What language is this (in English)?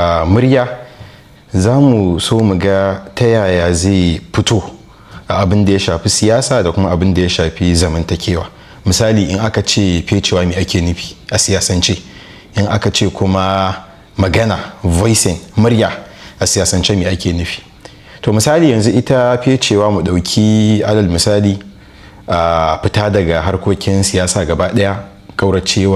Hausa